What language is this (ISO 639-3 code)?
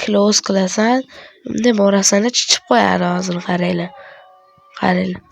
uzb